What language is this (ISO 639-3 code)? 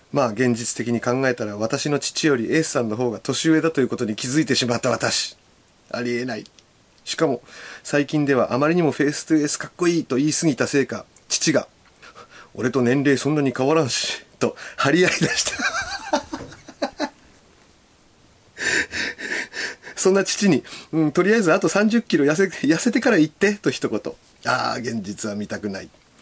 jpn